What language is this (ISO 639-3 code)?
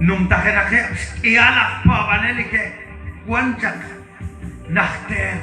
kek